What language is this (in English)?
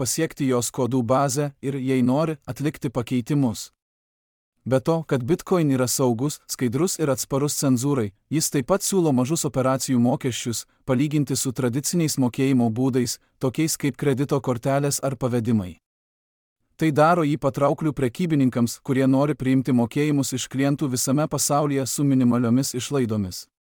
Lithuanian